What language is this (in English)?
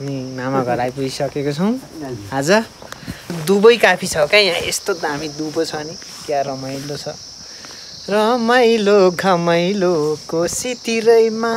Nepali